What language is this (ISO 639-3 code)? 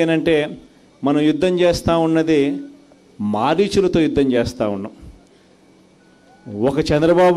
tel